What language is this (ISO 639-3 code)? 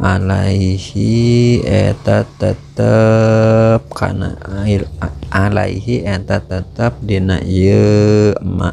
sun